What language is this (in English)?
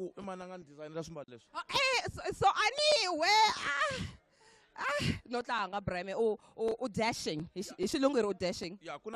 Tsonga